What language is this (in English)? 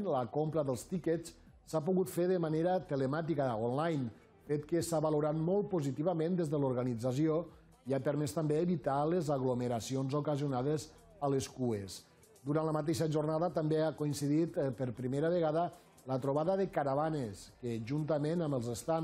Catalan